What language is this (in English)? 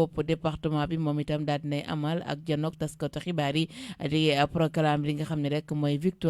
Wolof